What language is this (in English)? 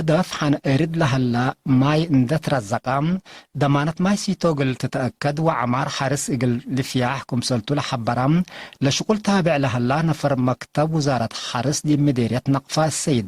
Tigre